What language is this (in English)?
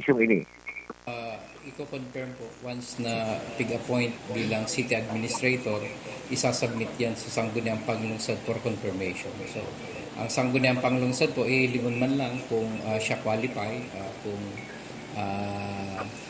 Bikol